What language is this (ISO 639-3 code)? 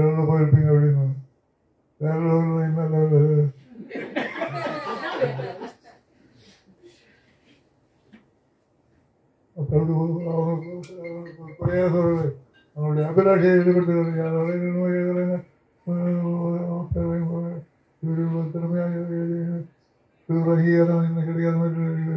tam